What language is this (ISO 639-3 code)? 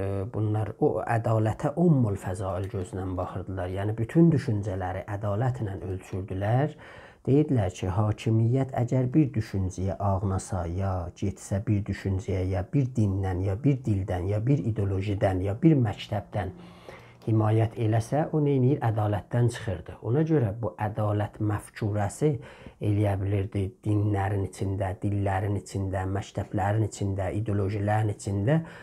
azb